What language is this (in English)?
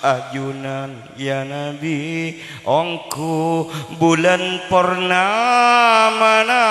Madurese